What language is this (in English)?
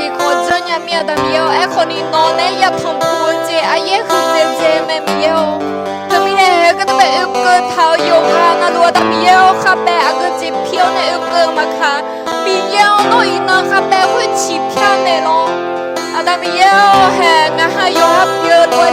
Akha